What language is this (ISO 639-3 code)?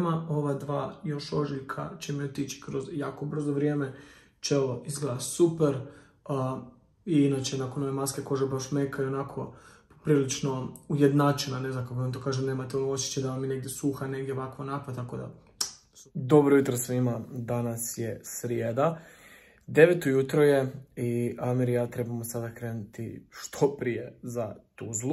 hrv